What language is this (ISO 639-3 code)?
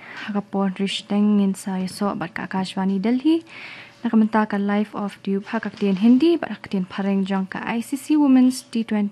kha